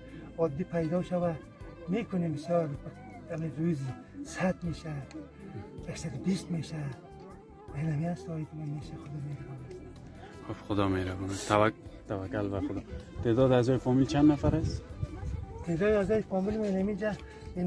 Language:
Persian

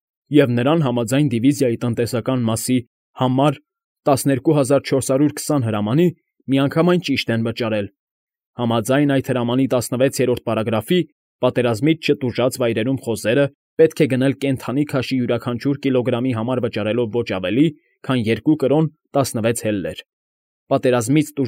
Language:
Armenian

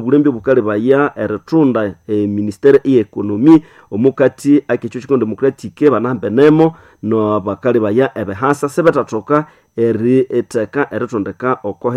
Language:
Nande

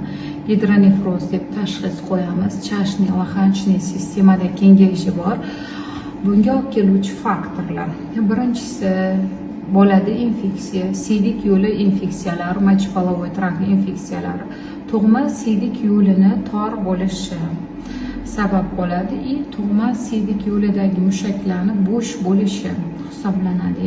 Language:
Uzbek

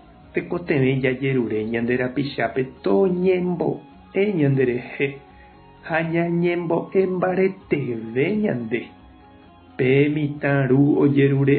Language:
Guarani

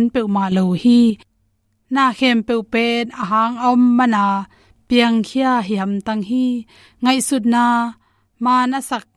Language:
Tedim Chin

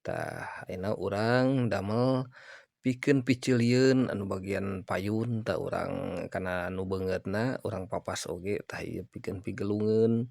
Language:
Sundanese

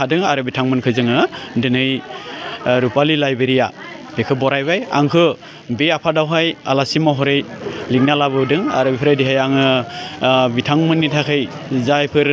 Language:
Bodo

